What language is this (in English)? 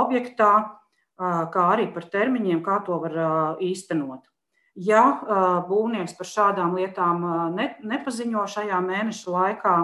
Latvian